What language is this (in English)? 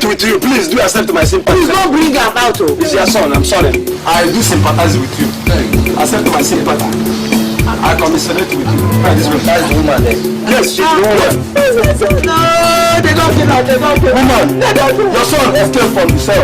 Nigerian Pidgin